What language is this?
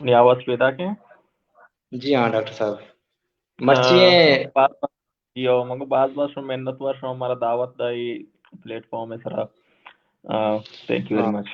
Baluchi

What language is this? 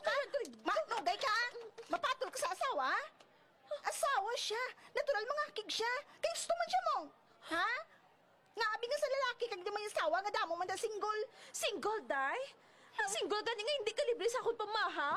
Hiligaynon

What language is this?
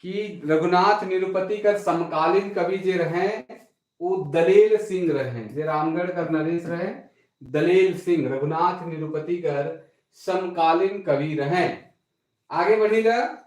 Sadri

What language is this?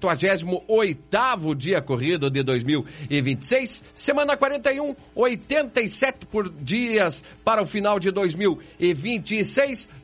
Portuguese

